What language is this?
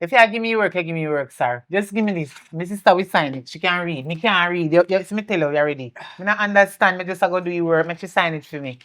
Jamaican Creole English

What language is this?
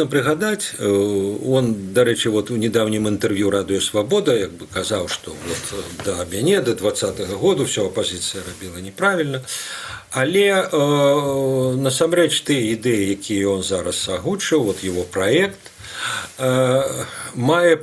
Belarusian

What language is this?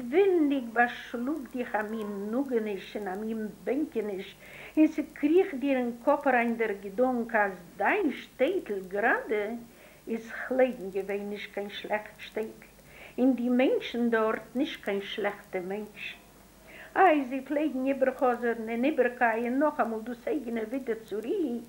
Yiddish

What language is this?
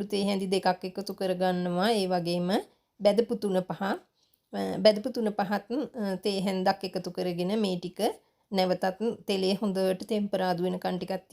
Sinhala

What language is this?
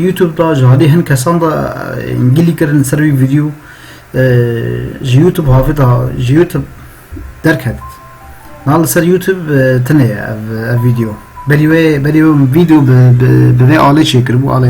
Kurdish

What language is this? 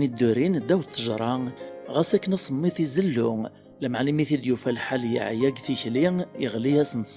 Kabyle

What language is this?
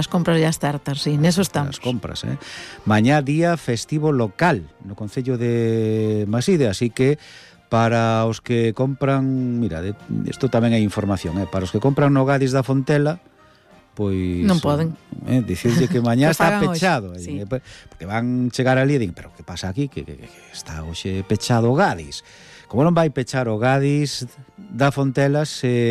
Galician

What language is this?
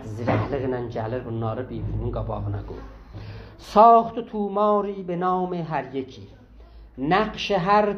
South Azerbaijani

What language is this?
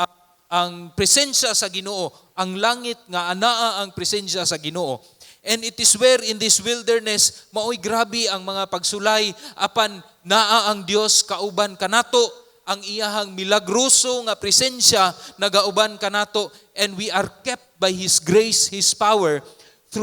Cebuano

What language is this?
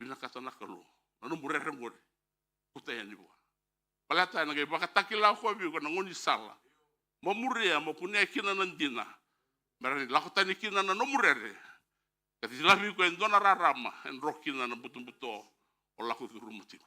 Fijian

